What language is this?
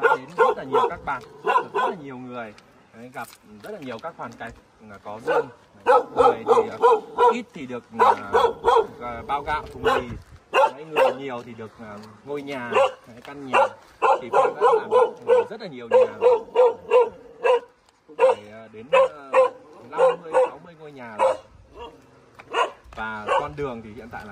Vietnamese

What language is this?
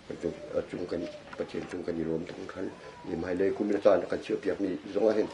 Hakha Chin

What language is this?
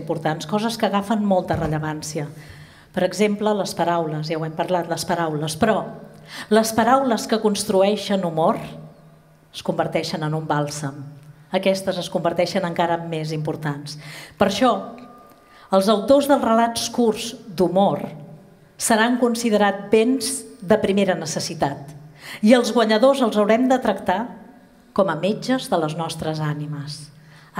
Catalan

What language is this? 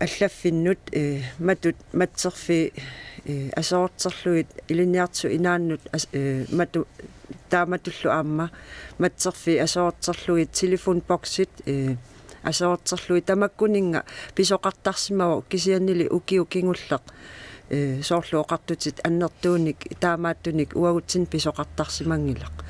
Kalaallisut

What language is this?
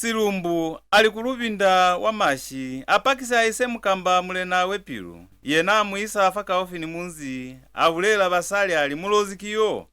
Lozi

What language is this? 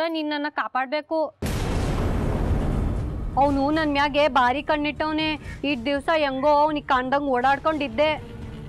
Kannada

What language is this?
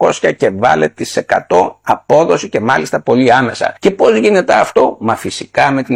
Greek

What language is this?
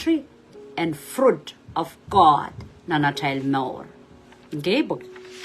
Pohnpeian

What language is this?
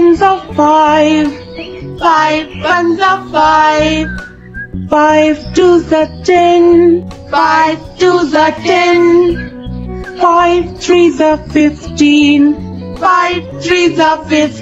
English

